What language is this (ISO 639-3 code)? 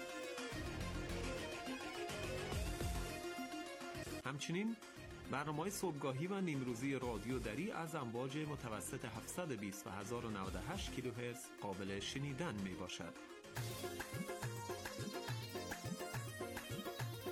fas